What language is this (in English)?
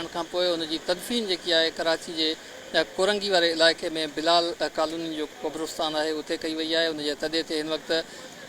Sindhi